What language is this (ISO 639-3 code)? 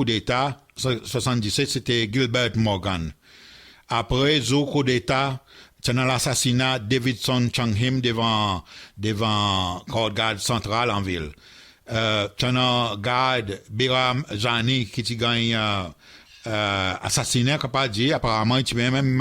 crs